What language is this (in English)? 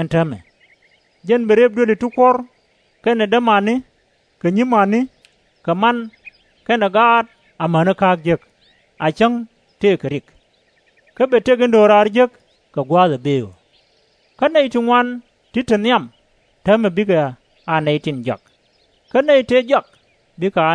Nuer